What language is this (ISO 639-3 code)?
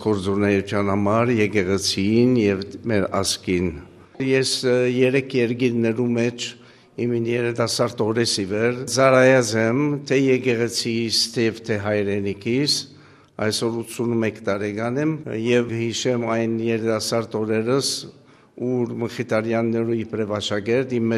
hyw